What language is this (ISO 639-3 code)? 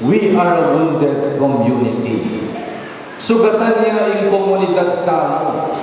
pam